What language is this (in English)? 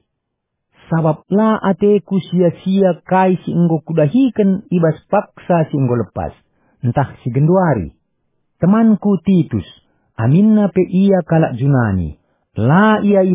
Batak Karo